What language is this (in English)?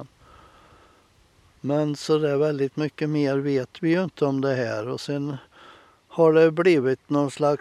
Swedish